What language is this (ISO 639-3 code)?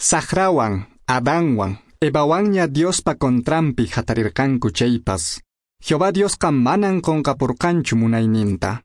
que